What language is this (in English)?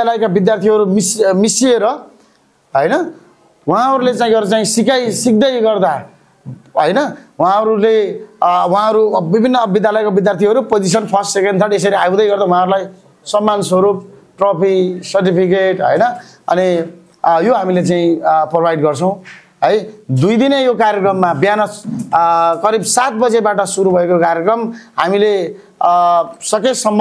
Nepali